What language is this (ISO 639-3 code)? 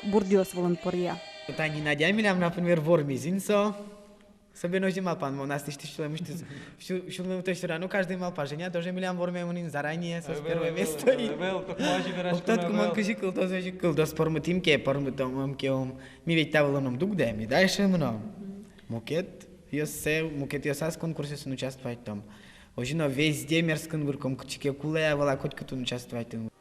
udm